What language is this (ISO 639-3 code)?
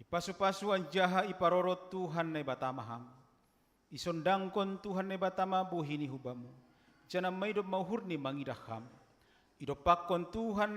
bts